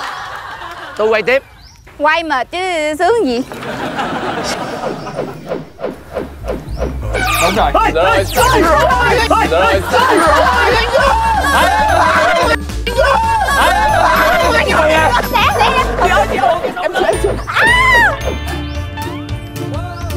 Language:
Vietnamese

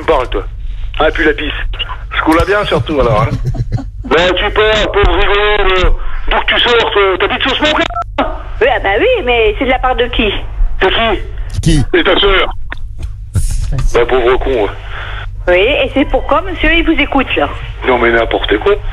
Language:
French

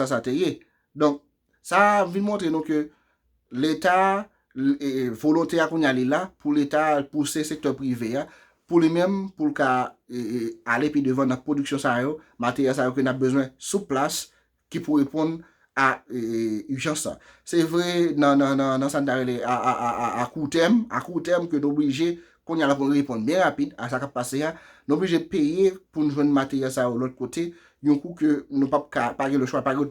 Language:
Haitian Creole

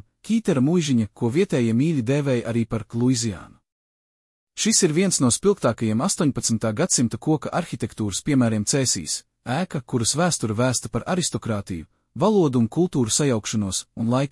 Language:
Latvian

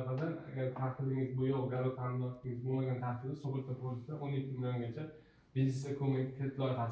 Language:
Uzbek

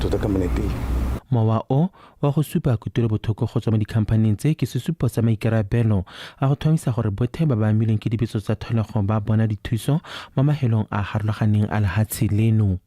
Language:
Tswana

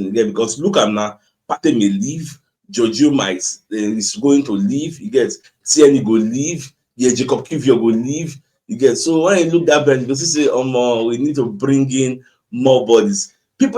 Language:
Nigerian Pidgin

